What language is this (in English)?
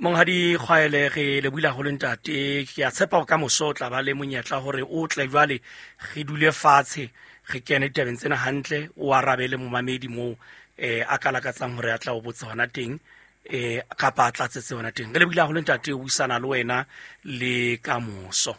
Southern Sotho